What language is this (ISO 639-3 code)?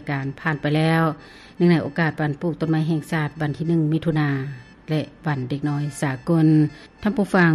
lao